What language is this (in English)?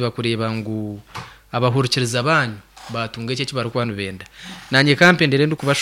Nyankole